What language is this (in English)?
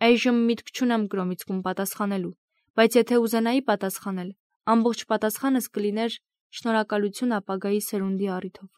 Armenian